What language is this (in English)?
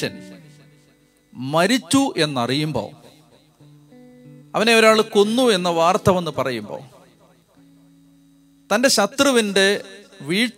Malayalam